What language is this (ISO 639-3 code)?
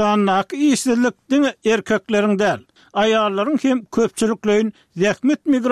tuk